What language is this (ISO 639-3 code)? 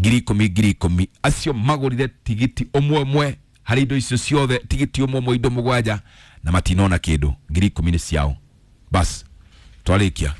kik